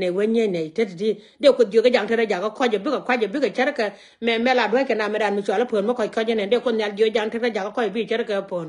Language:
Nuer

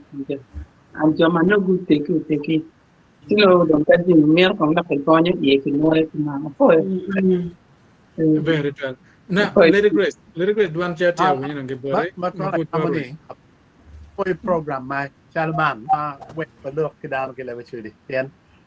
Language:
Acoli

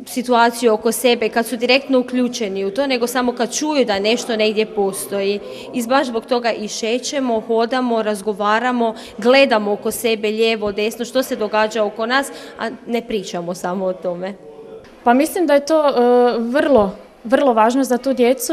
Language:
Croatian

